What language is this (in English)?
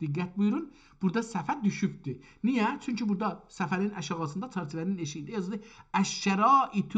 South Azerbaijani